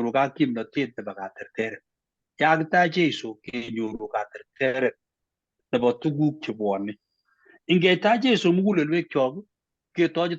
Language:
Kalenjin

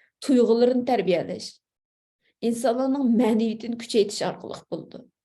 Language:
Uyghur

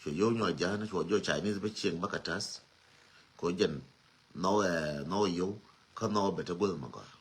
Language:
Nuer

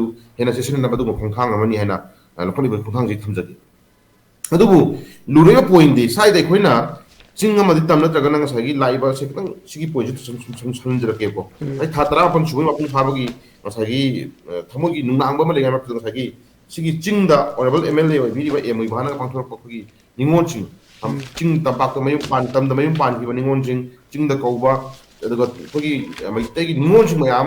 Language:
Manipuri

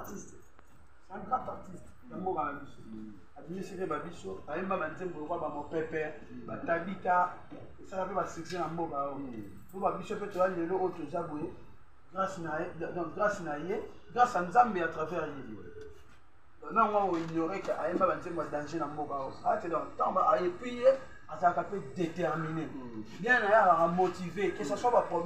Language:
Lingala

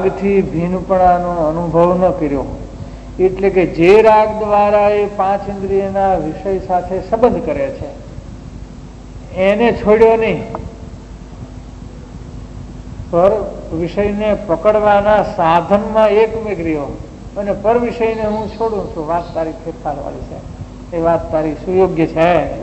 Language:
Gujarati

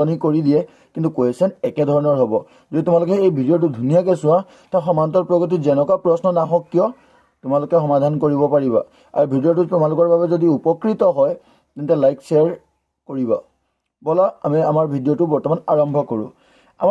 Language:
Assamese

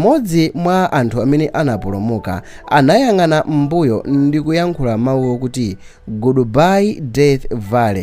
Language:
Nyanja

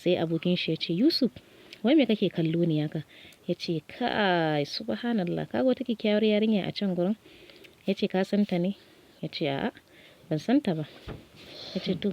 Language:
Hausa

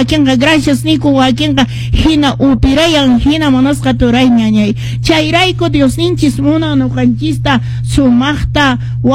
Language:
Quechua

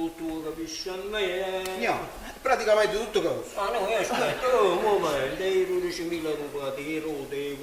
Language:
Neapolitan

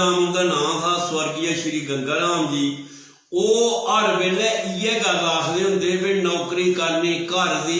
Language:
Dogri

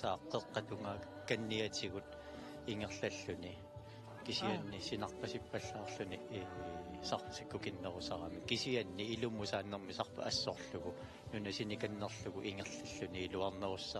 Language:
Kalaallisut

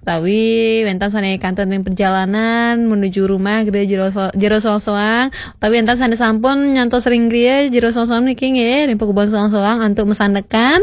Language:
Balinese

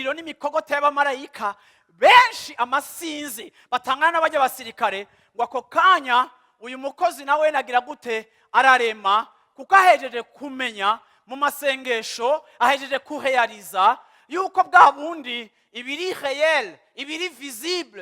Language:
Rundi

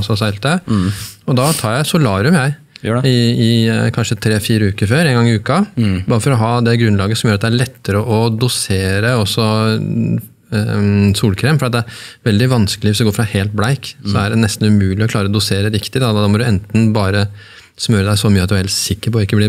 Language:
Norwegian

